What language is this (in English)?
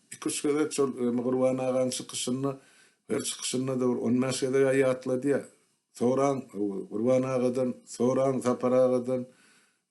Turkmen